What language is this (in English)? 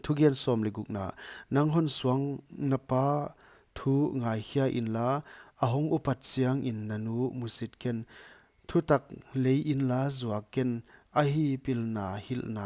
Paite Chin